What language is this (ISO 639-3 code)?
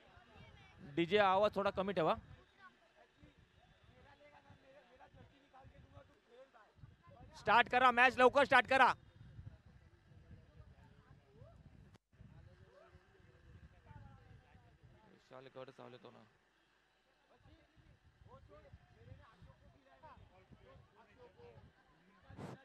mar